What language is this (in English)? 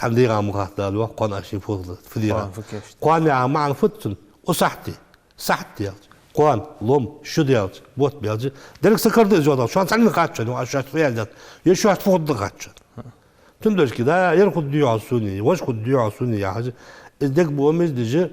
Ingush